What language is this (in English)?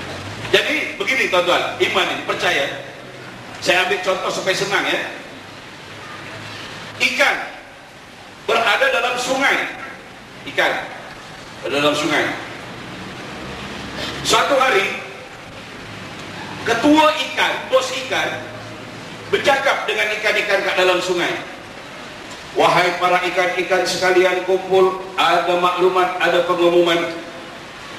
Malay